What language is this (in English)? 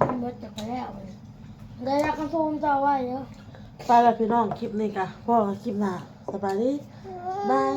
Northeastern Thai